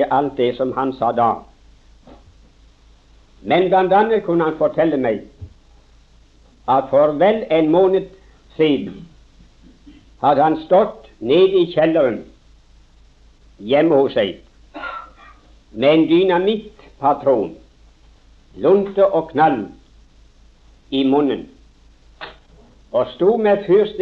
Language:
Norwegian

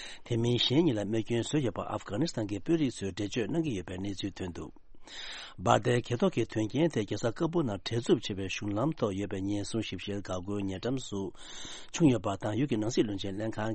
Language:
Tibetan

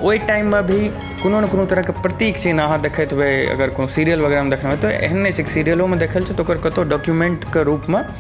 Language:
Maithili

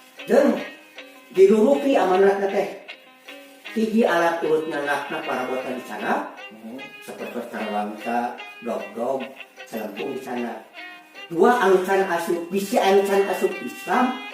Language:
Sundanese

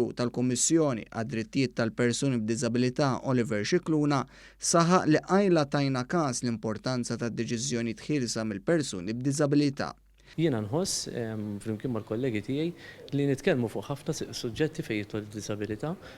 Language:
Maltese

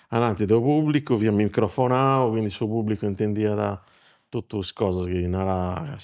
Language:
Sardinian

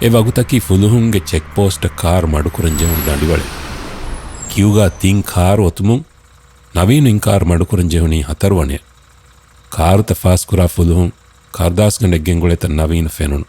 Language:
Divehi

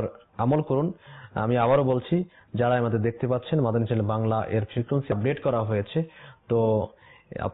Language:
Bangla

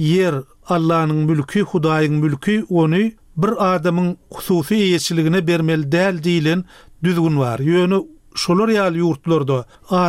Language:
Turkmen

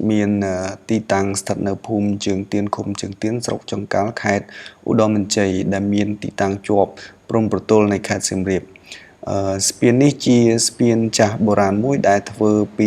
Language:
Khmer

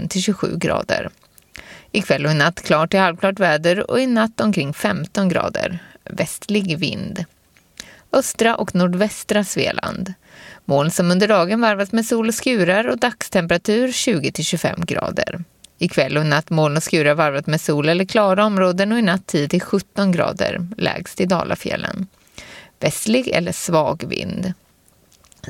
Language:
Swedish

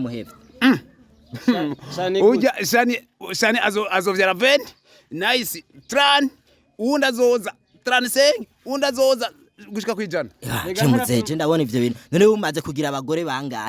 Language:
Rundi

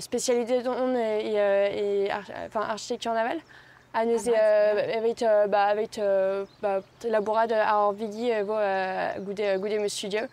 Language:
Breton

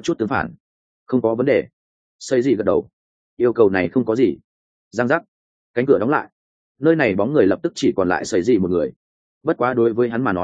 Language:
Vietnamese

